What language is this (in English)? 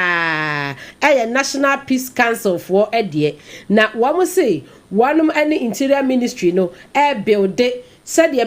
Akan